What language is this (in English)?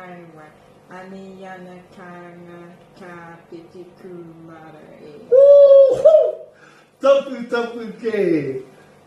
Māori